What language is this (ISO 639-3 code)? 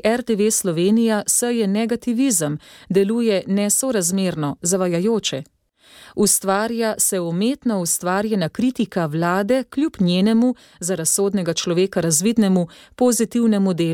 slv